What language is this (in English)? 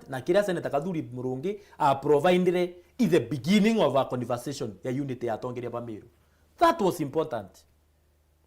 Meru